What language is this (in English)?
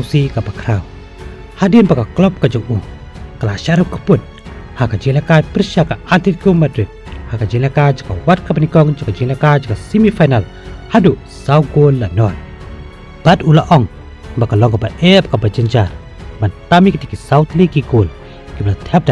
Khasi